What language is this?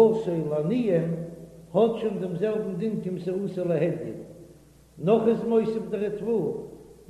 Yiddish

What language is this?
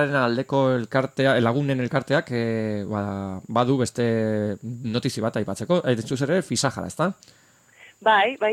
Basque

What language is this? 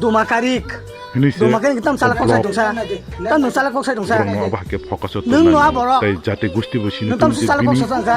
Kok Borok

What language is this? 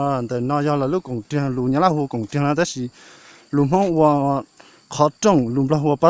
Hmong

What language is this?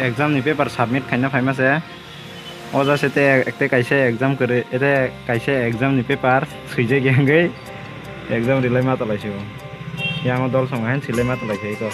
Kok Borok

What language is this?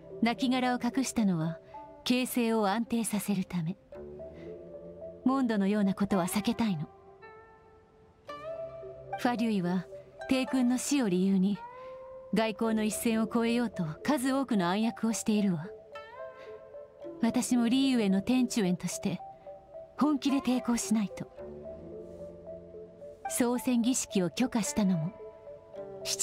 Japanese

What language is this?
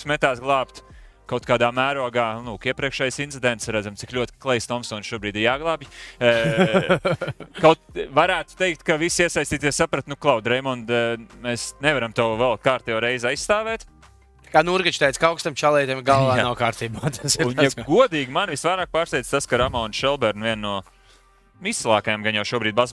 Latvian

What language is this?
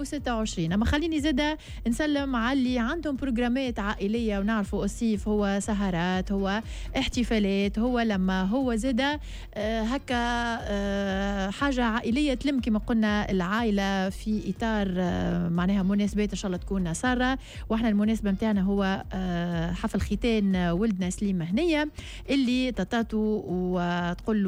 Tunisian Arabic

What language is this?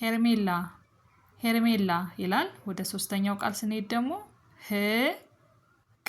Amharic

